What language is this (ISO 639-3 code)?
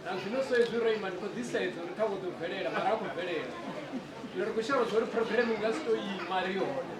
ven